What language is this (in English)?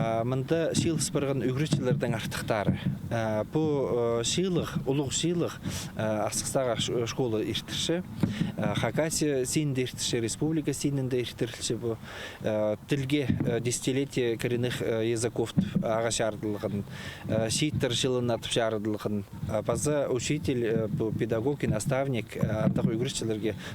Khakas